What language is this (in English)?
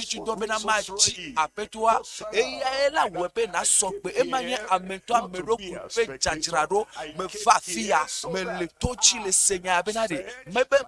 Ewe